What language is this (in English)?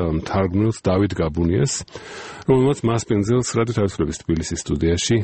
Georgian